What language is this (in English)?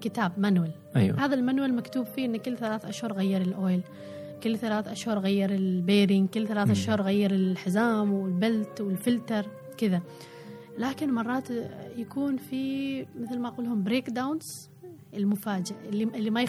Gulf Arabic